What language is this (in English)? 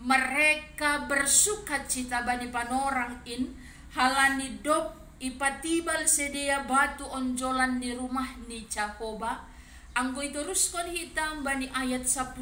Batak Simalungun